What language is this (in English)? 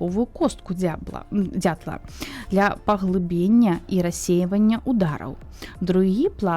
Belarusian